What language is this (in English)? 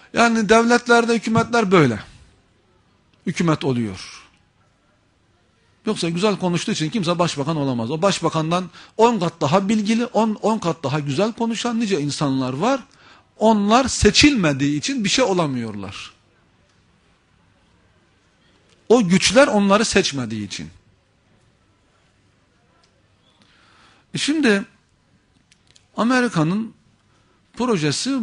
Turkish